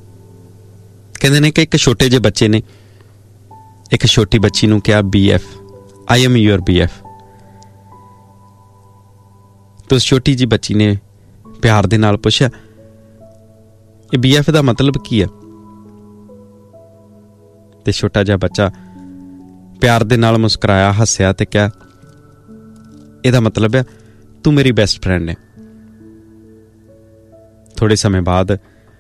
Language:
Punjabi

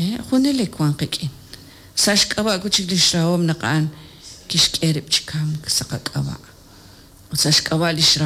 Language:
Kekchí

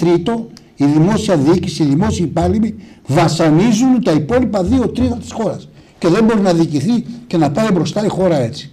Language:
Greek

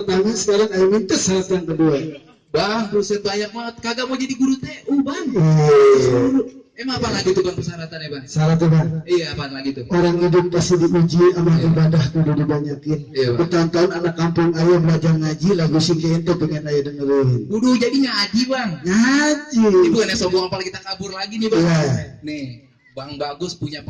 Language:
Betawi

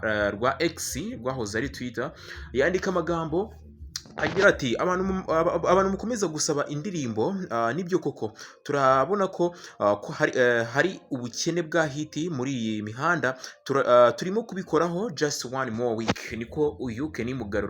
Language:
Kinyarwanda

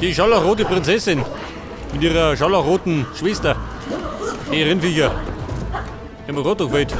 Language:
Bavarian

